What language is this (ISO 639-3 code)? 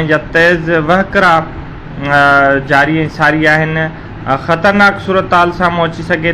snd